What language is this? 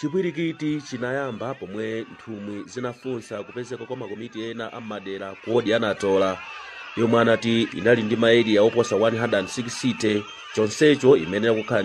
Nyanja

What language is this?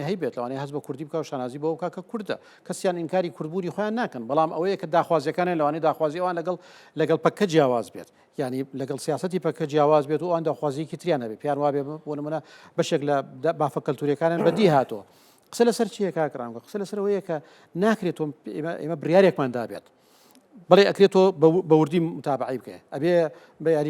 Central Kurdish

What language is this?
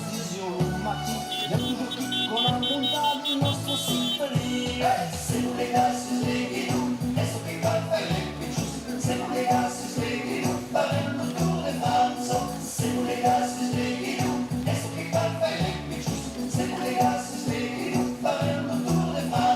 Occitan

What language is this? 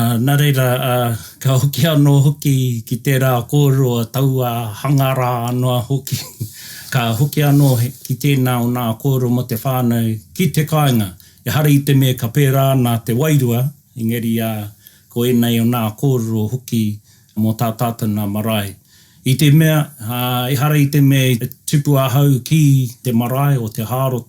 Māori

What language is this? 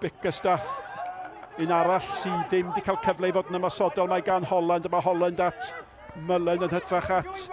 Welsh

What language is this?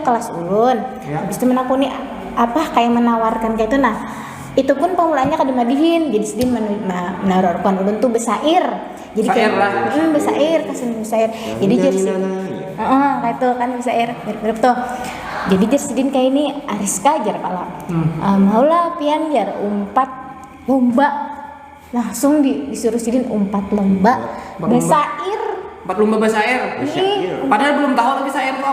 Banjar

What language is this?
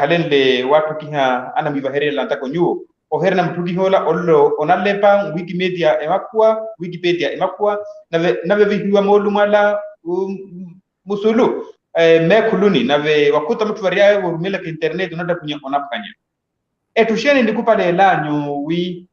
Makhuwa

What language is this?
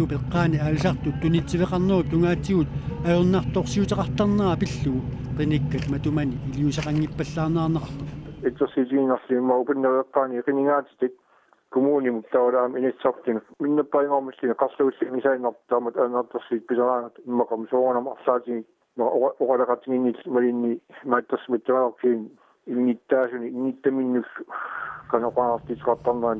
Kalaallisut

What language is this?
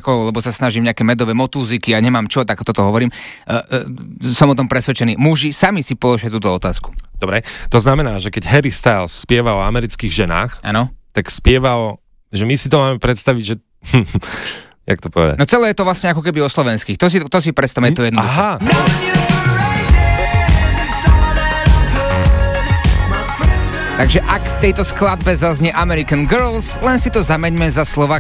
Slovak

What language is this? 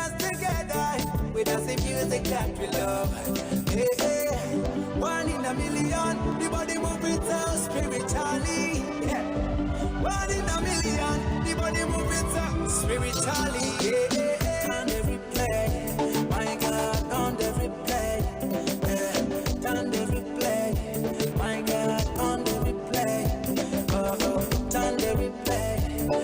Nyankole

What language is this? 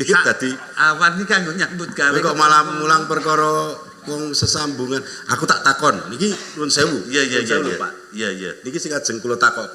Javanese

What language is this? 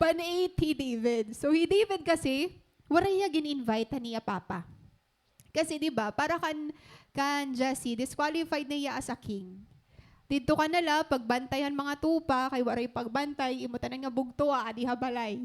Waray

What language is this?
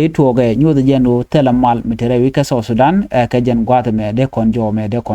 Nuer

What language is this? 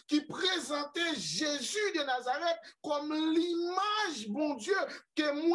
Haitian Creole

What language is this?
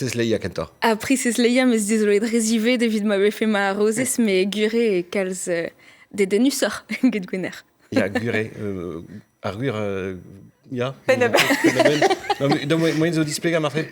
Breton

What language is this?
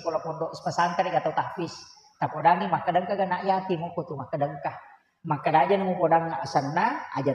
Buginese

